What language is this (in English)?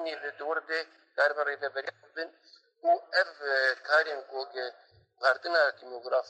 Kurdish